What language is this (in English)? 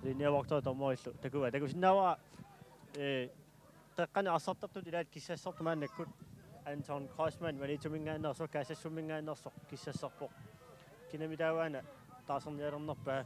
Kalaallisut